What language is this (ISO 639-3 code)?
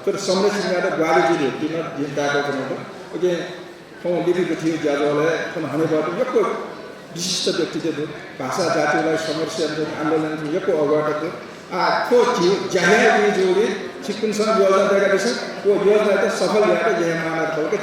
new